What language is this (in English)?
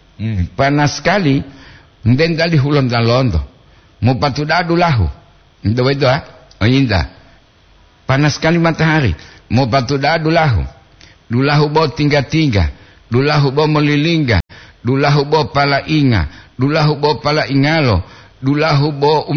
Gorontalo